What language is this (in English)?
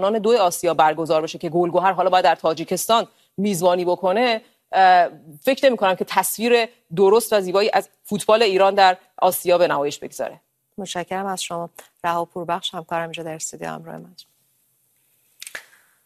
Persian